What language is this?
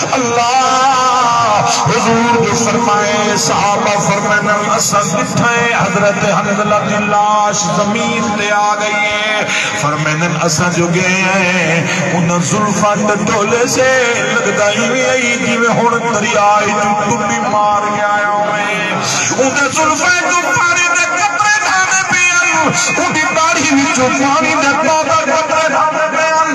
Saraiki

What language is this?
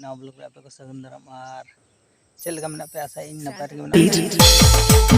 Santali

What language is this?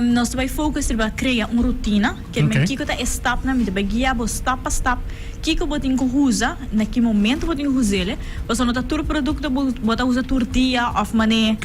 Papiamento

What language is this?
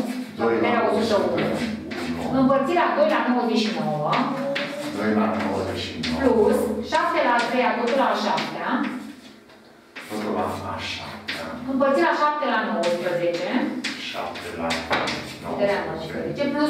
Romanian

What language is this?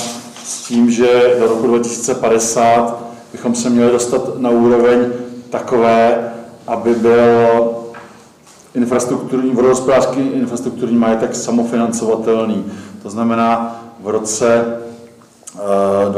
Czech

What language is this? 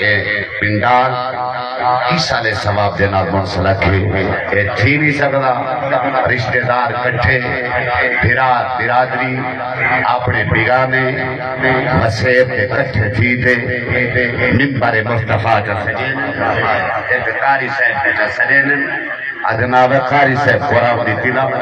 Saraiki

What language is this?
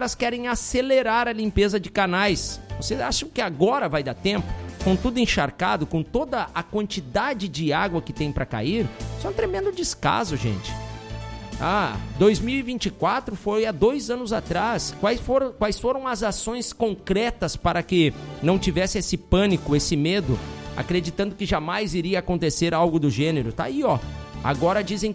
Portuguese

